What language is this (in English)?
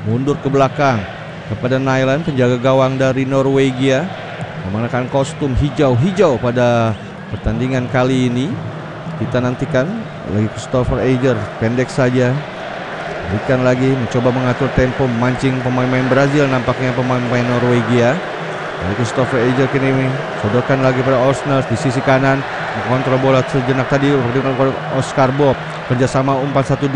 Indonesian